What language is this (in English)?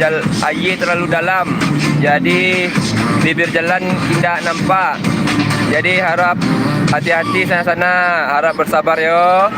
Minangkabau